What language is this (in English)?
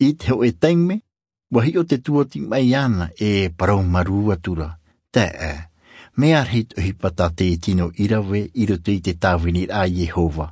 Tahitian